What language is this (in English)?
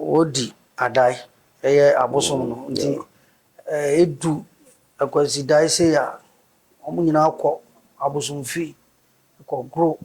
Akan